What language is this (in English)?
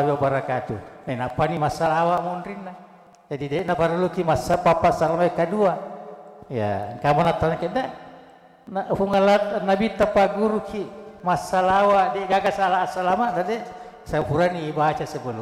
Buginese